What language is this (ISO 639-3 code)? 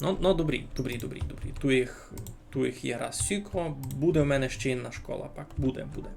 rue